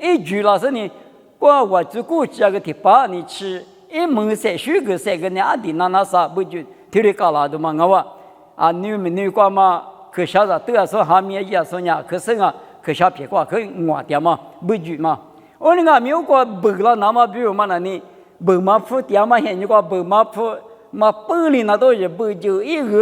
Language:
Lisu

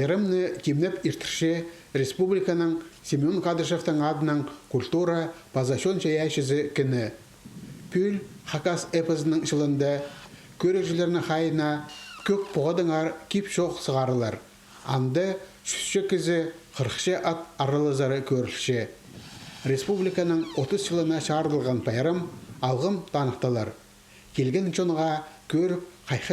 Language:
Khakas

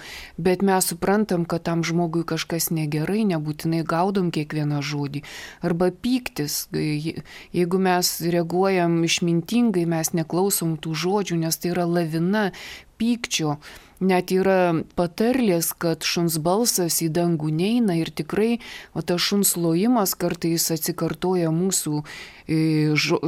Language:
Lithuanian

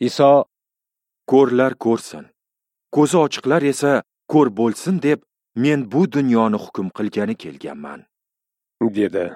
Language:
Uzbek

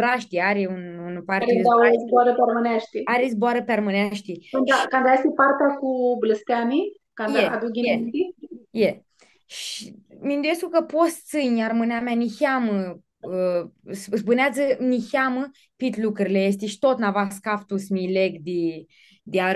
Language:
Aromanian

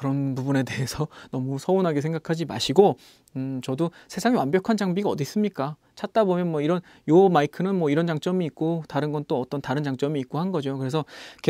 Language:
Korean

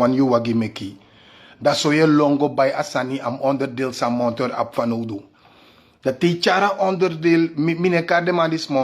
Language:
Sranan Tongo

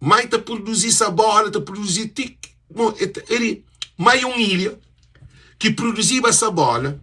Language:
Kabuverdianu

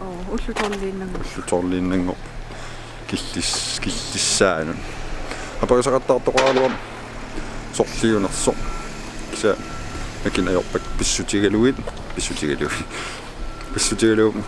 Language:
Kalaallisut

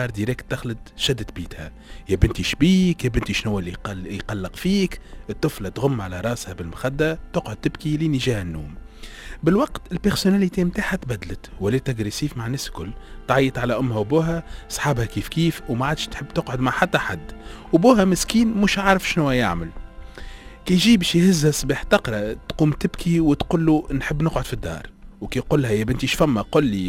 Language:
Tunisian Arabic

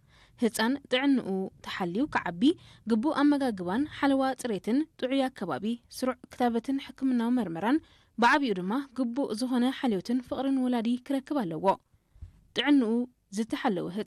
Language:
Tigrinya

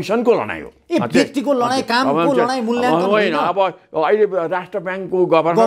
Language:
Nepali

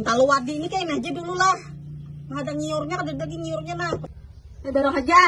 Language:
Banjar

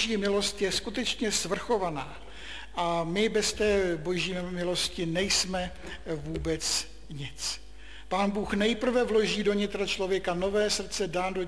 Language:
Czech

